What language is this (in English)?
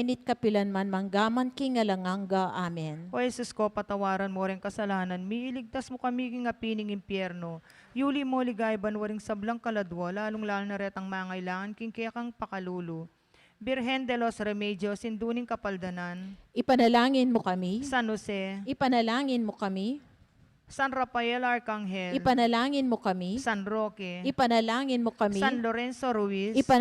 Pampanga